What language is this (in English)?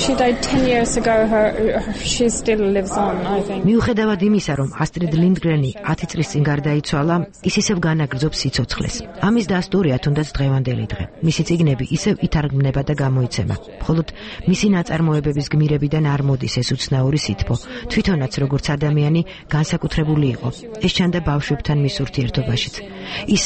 Georgian